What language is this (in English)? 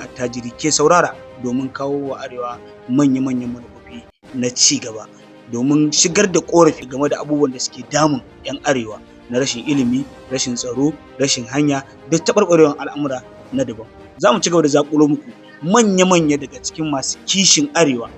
Hausa